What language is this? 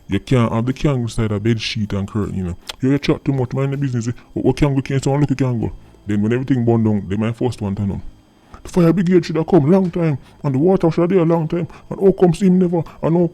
Jamaican Creole English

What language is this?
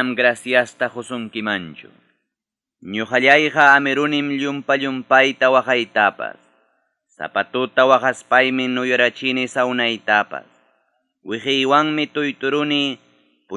Ayacucho Quechua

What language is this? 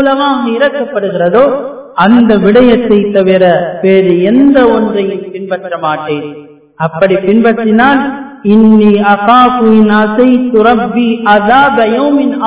Tamil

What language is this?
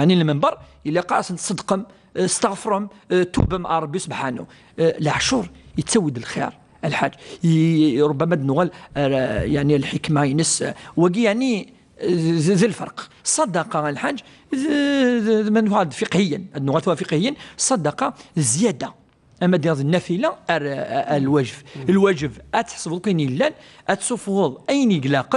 Kabyle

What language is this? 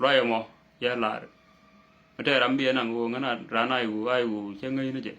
Nuer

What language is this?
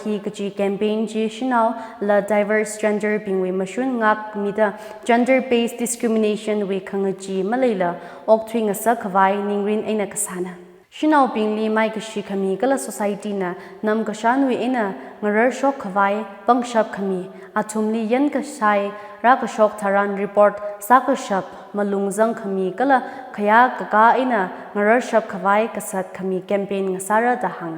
Tangkhul Naga (India)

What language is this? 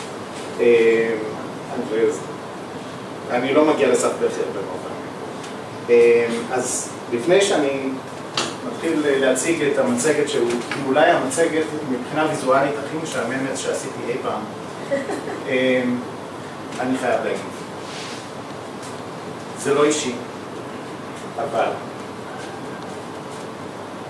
Hebrew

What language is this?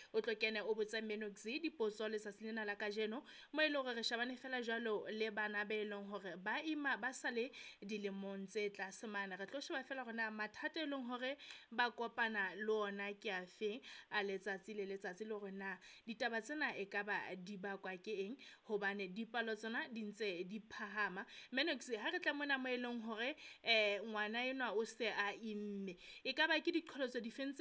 Southern Sotho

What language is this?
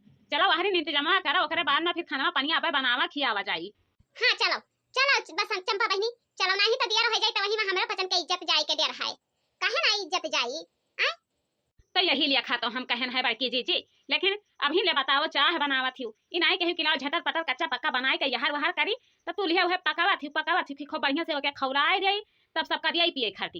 Awadhi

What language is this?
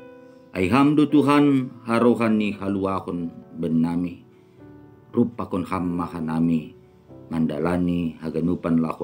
Batak Simalungun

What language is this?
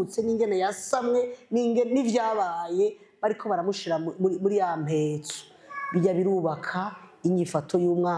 Rundi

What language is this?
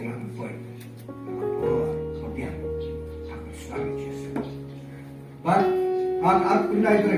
Khasi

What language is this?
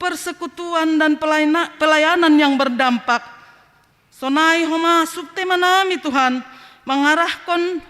Batak Simalungun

